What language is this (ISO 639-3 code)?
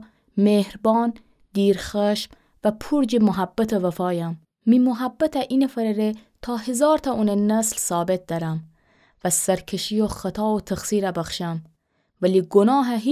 glk